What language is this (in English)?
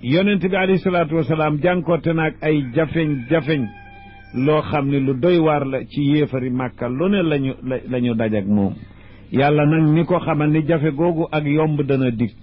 Wolof